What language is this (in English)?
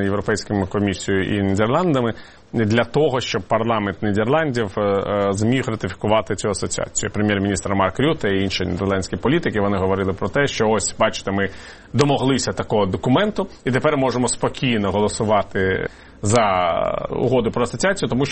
Ukrainian